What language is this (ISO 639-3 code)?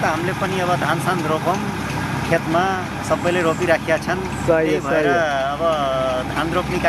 nep